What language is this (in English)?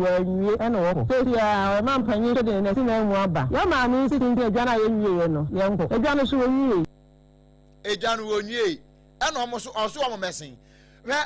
Akan